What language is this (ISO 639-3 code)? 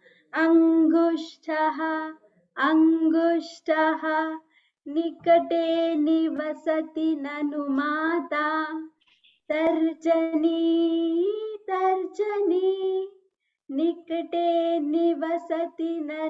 san